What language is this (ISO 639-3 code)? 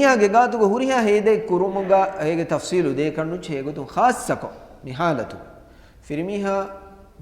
div